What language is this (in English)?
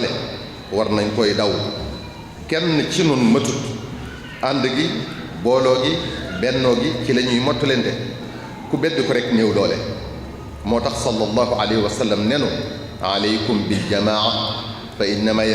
Wolof